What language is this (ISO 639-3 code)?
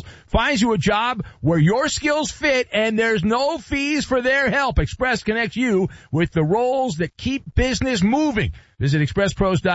eng